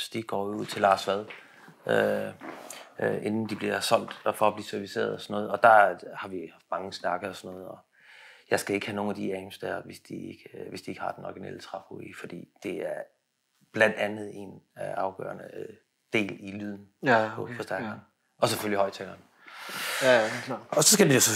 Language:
Danish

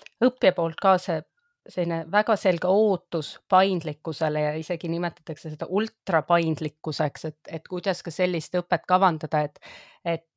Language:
Estonian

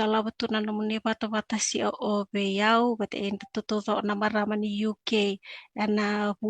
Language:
Fijian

